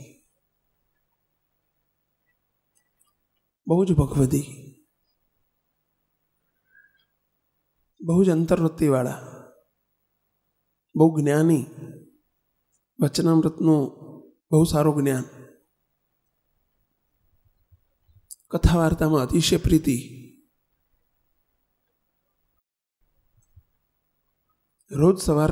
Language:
Gujarati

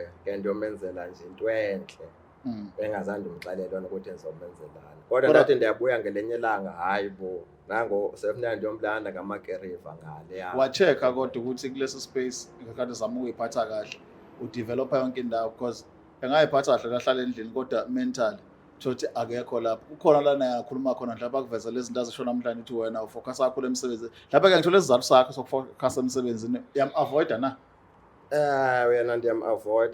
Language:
Zulu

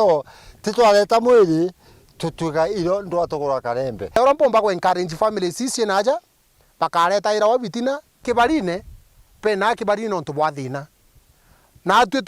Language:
Meru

